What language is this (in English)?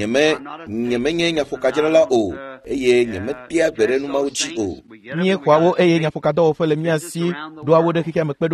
Ewe